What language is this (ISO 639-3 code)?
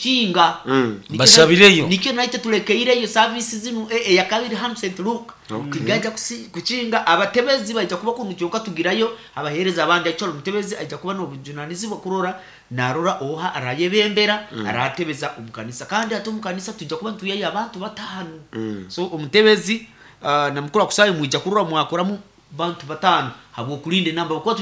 nyo